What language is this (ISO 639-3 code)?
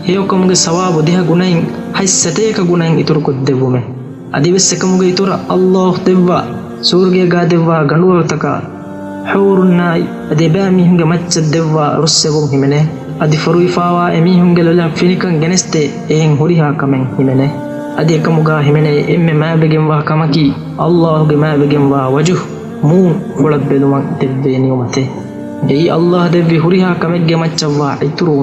div